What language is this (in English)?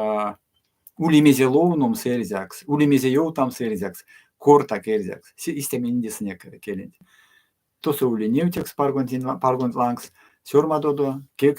Erzya